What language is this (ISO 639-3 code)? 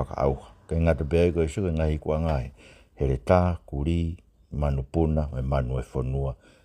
ton